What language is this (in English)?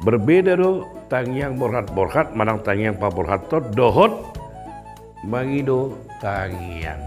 Batak Toba